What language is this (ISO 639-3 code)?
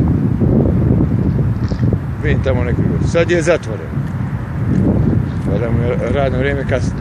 hrv